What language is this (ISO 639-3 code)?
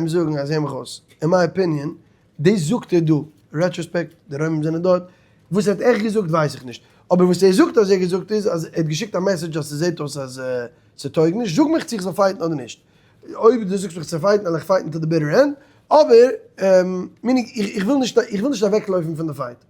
yid